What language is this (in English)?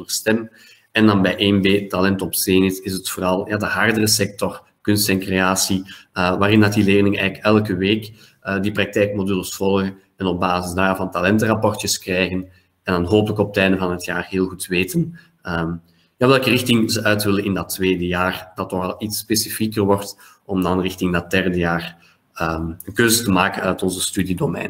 Dutch